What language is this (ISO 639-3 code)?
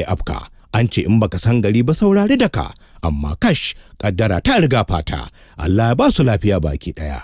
hau